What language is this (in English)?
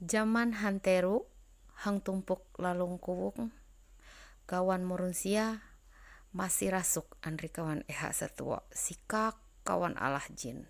Ma'anyan